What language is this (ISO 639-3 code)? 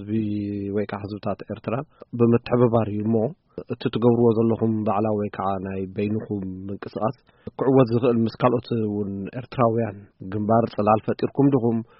tir